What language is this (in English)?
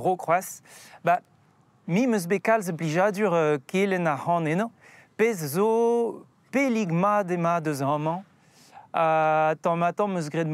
Breton